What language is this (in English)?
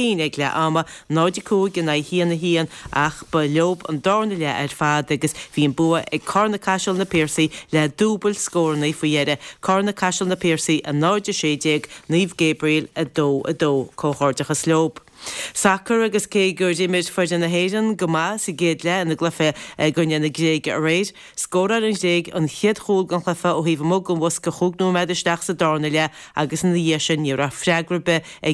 Irish